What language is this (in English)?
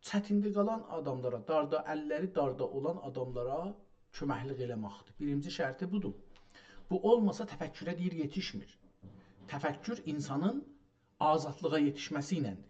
South Azerbaijani